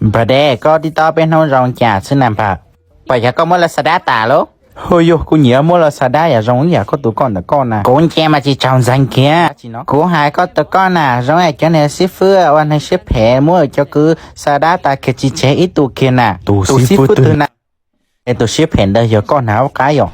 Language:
Hmong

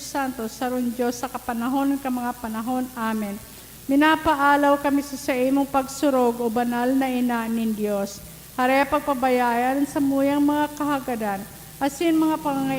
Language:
Bikol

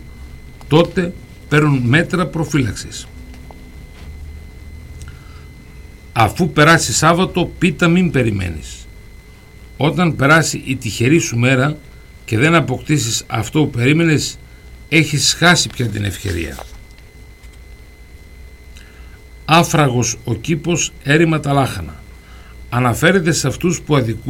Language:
Greek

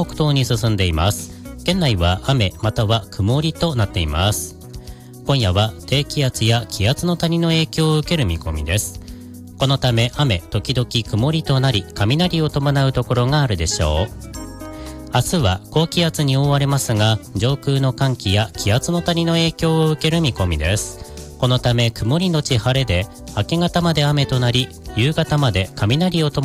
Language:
Japanese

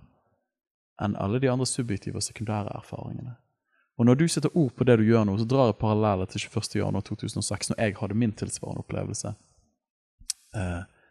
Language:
Norwegian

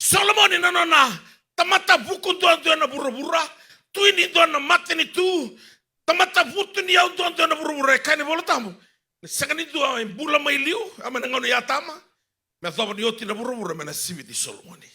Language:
Fijian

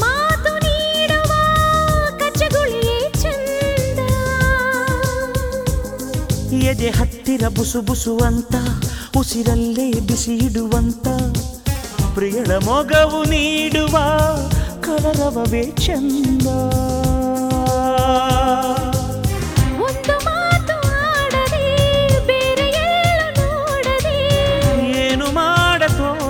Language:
Kannada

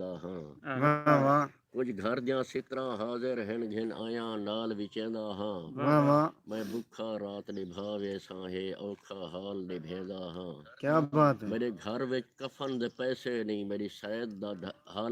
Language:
Saraiki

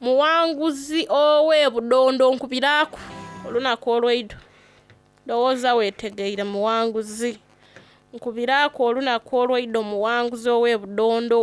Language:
Soga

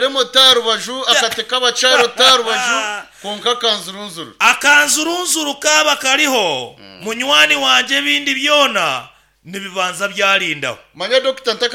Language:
Nyankole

